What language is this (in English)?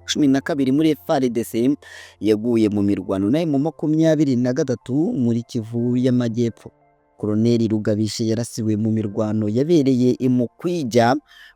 Kinyarwanda